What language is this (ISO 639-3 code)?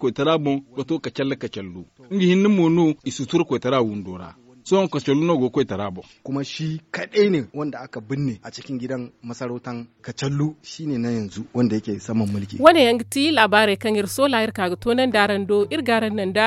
dje